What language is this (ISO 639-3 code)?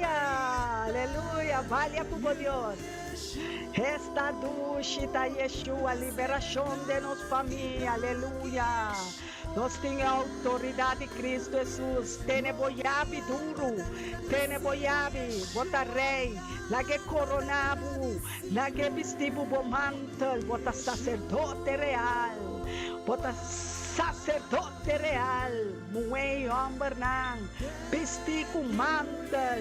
pap